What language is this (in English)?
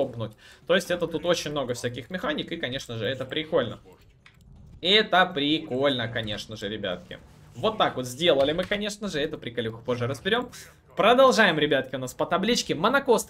Russian